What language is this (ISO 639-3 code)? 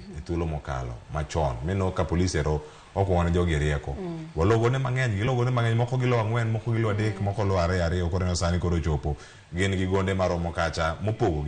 luo